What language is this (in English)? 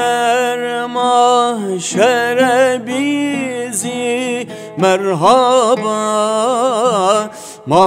Turkish